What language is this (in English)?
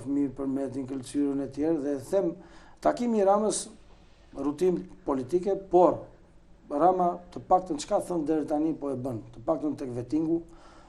Albanian